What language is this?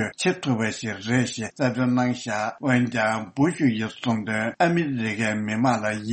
Tibetan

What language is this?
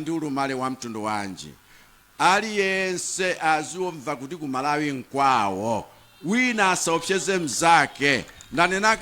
Nyanja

